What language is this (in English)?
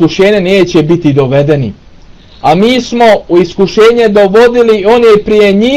Bosnian